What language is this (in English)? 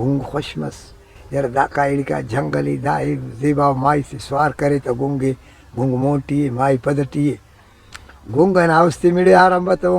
Brahui